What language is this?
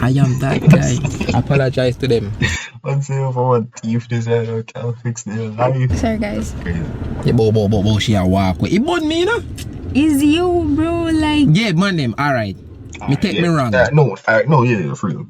Jamaican Creole English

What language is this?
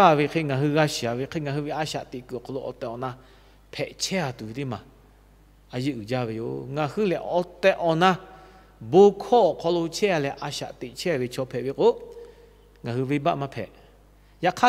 Lahu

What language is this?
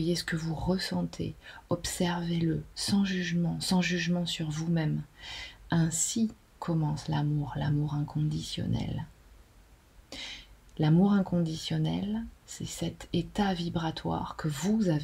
French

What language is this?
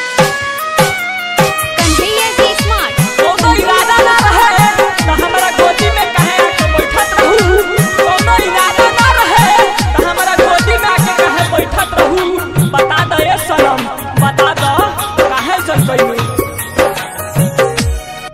Bhojpuri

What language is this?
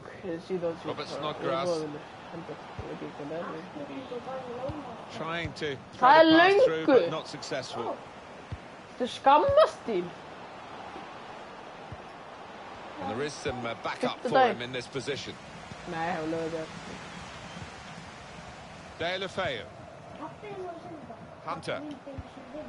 Icelandic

